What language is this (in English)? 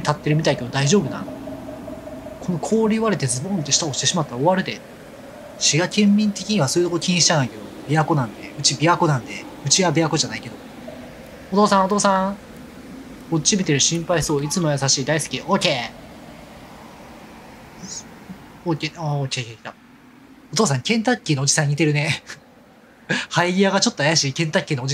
Japanese